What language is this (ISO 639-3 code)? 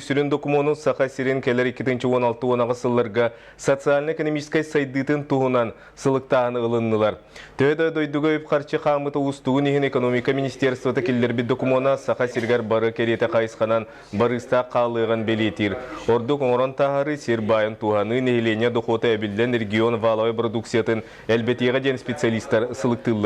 sah